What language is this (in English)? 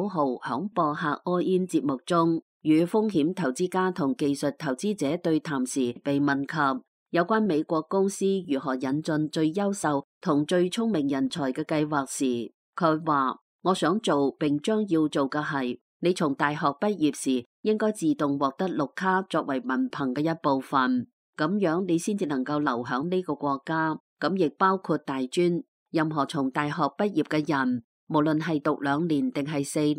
Cantonese